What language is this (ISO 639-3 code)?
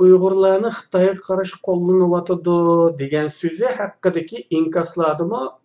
uig